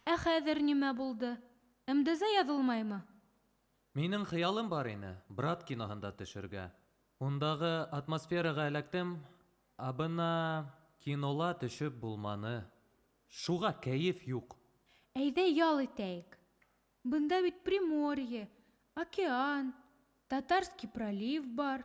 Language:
Bashkir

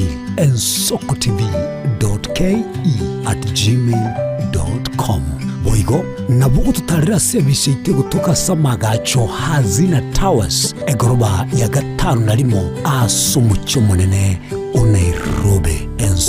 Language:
Gusii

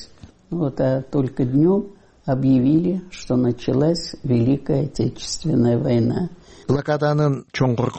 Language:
Kyrgyz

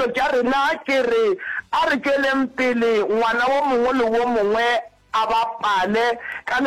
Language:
Northern Sotho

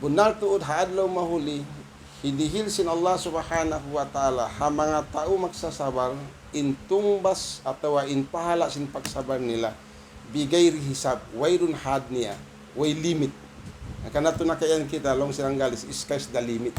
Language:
Tausug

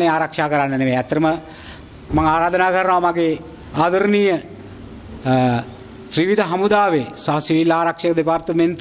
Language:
Sinhala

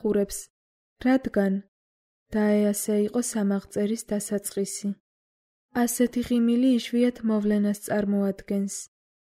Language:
Georgian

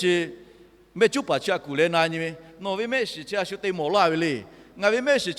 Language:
Lahu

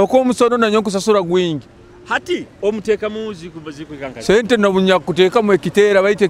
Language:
Nyoro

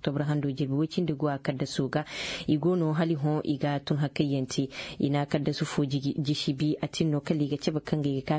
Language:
Zarma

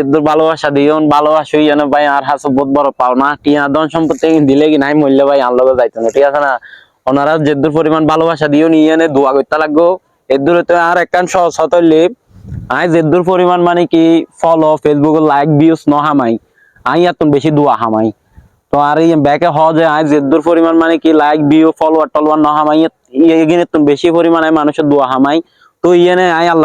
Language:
Rohingya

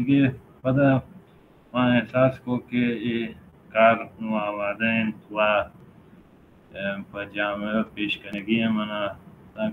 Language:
Baluchi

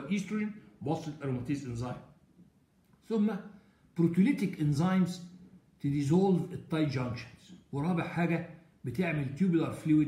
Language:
Egyptian Arabic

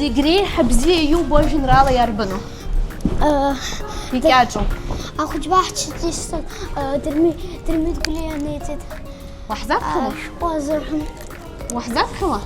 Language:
Abkhazian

